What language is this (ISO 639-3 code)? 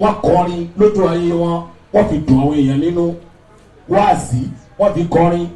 yor